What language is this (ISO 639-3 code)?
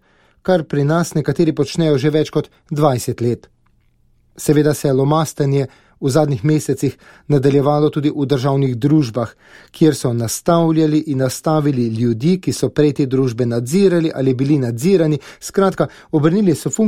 slv